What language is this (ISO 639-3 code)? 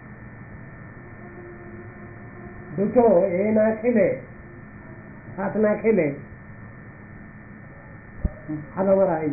ben